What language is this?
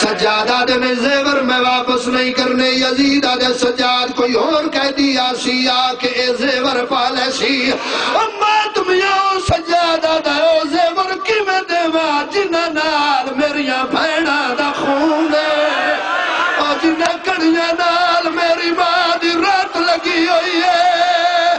Saraiki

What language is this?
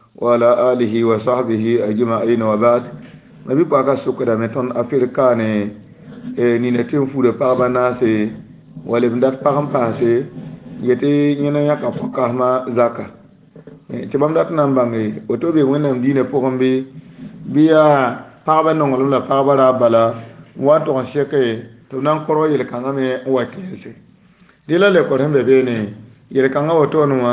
Mossi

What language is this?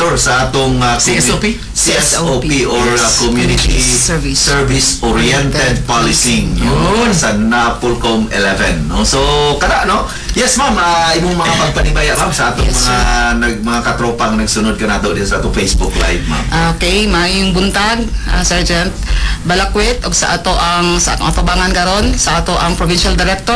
Cebuano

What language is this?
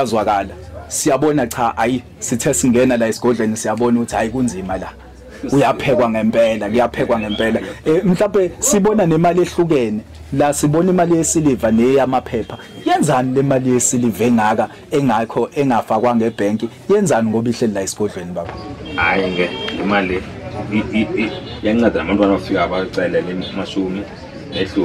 Zulu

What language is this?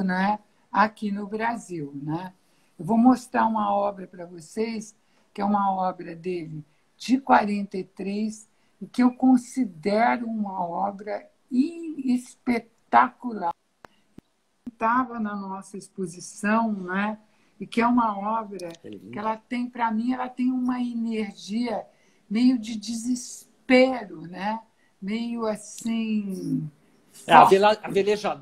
Portuguese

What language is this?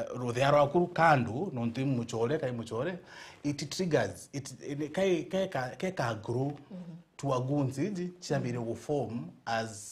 Meru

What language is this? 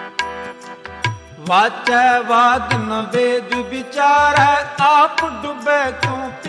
Hindi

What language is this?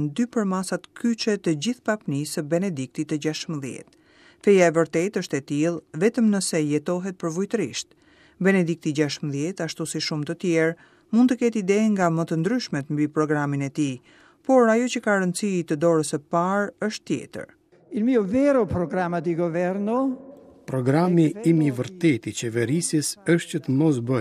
Albanian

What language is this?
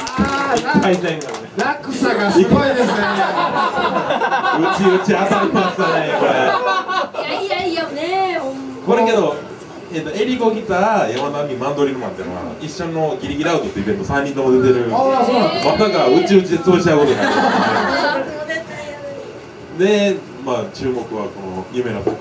Japanese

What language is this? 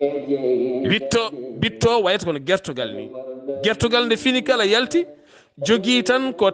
Fula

